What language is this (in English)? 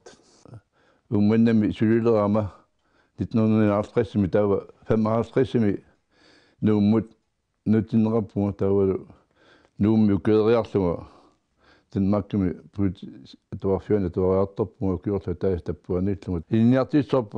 Kalaallisut